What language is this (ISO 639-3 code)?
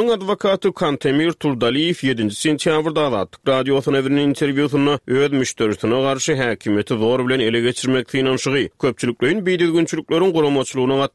tuk